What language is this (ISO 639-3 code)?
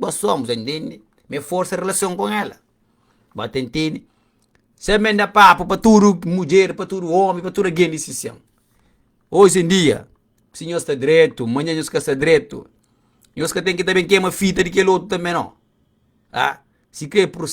kea